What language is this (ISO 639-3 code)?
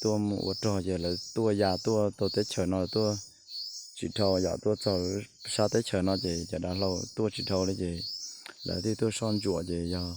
hmn